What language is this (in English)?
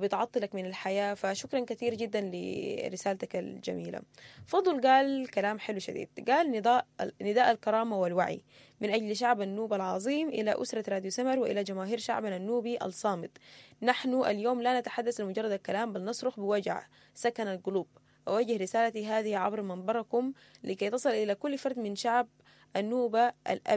Sudanese Arabic